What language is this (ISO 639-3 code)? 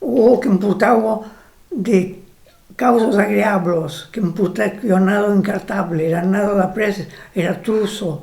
oci